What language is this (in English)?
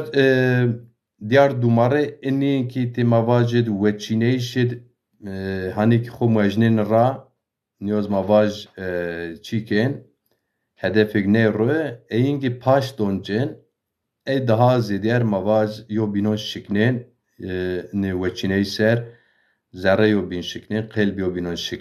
Zaza